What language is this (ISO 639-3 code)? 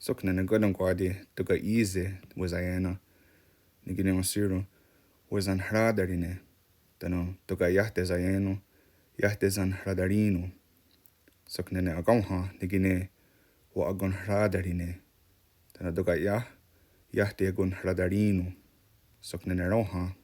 moh